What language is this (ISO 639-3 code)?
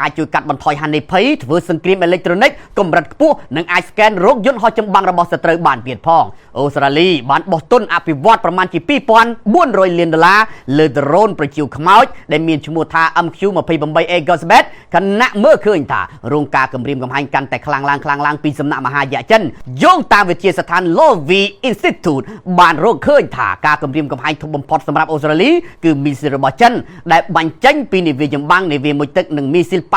khm